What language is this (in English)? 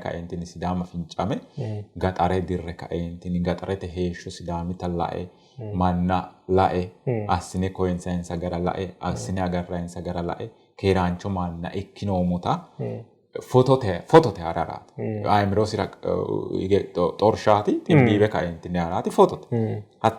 Sidamo